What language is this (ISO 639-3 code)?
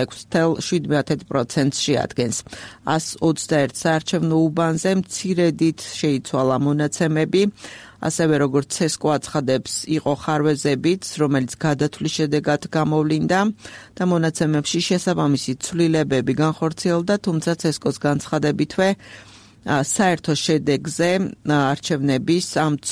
kat